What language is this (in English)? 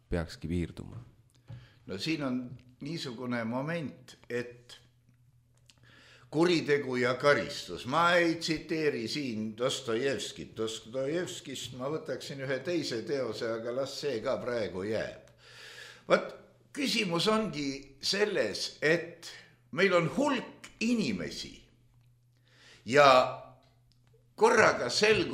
Estonian